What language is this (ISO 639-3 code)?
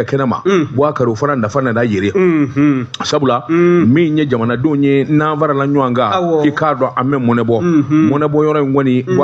bam